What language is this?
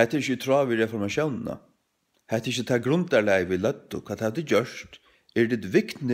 Faroese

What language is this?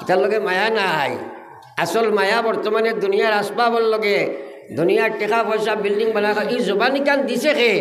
Sylheti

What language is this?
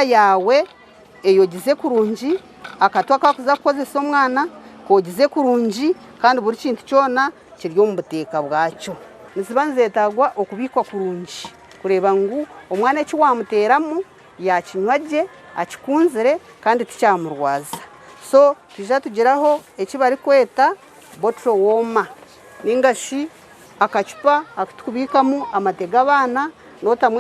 Nyankole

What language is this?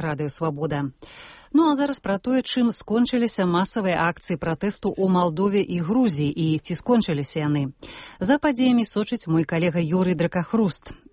Belarusian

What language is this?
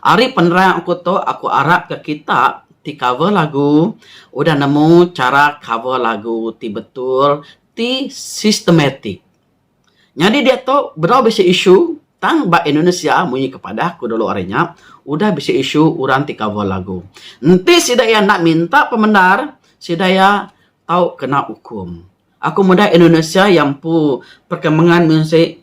Iban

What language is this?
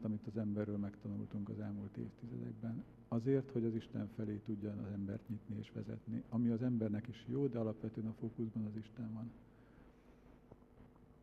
Hungarian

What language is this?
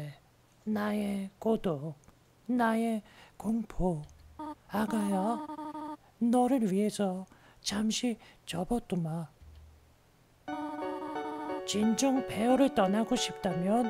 Korean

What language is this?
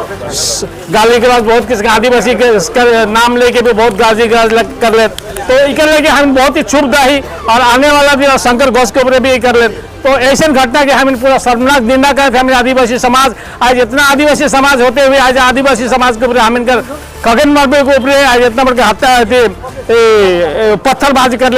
Sadri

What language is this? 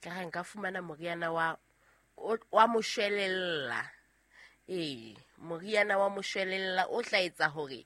Southern Sotho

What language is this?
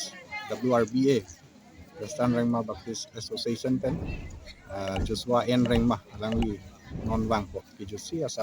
Karbi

